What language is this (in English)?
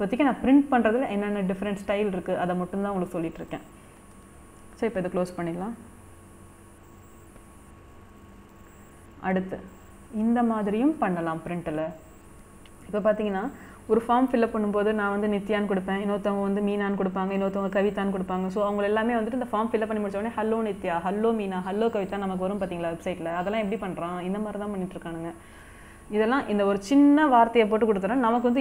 Tamil